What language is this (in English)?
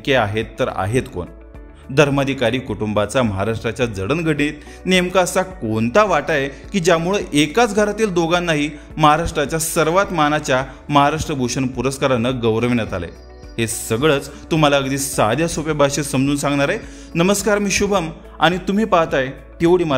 Marathi